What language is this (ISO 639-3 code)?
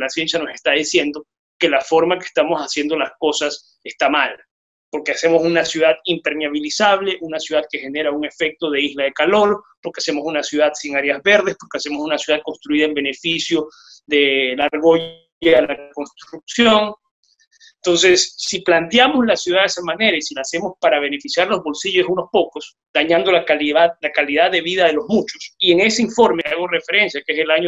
spa